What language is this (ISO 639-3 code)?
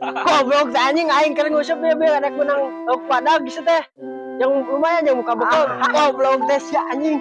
sun